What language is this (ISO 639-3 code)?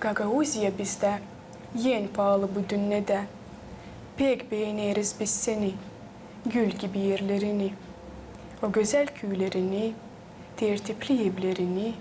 gag